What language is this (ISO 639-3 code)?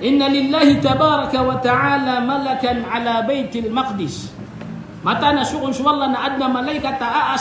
mrw